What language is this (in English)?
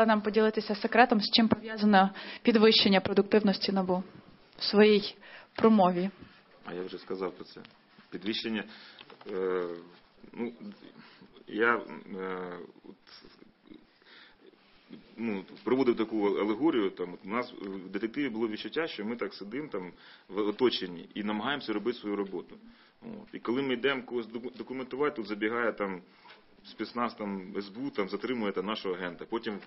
Ukrainian